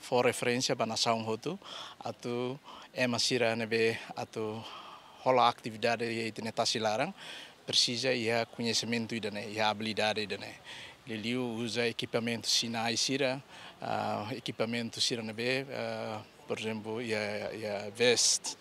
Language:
Tetum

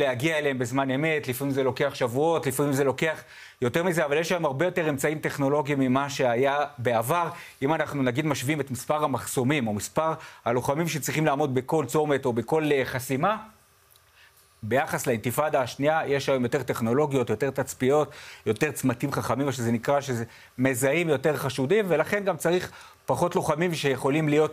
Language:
Hebrew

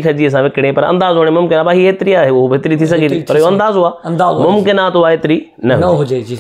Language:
Sindhi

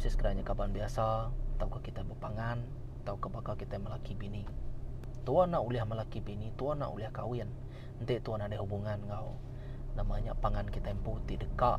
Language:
Iban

